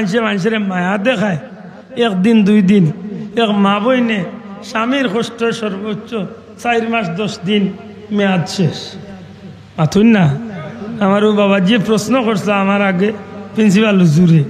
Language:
Sylheti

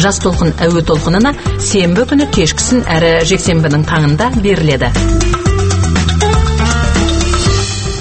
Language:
Kazakh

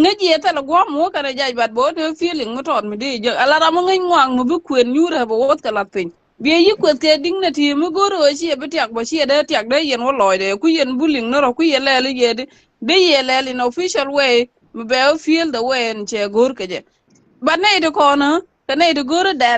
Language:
Nuer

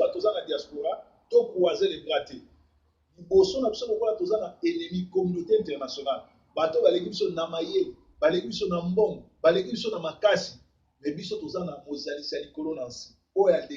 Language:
Lingala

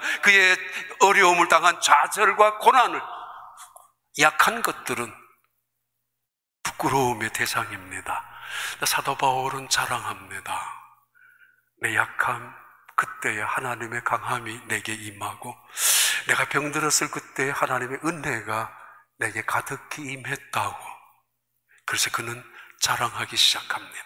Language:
Korean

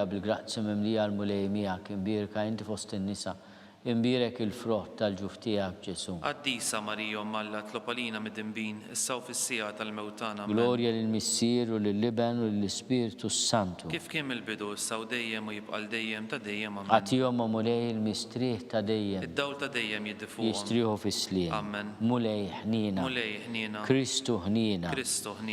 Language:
Maltese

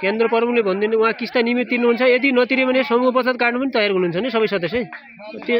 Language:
Nepali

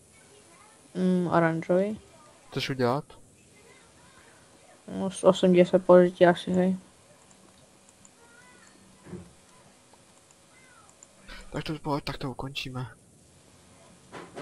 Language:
Czech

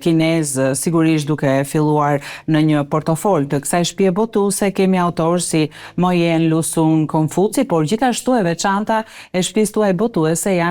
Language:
Albanian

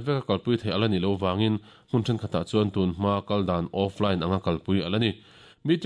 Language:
Mizo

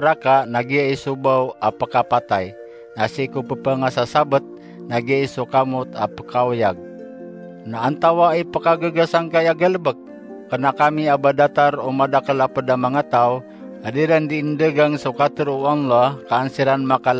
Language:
Maranao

